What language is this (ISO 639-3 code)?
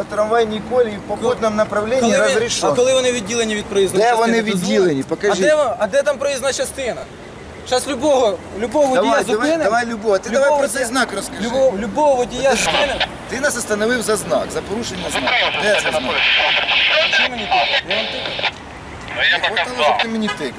ukr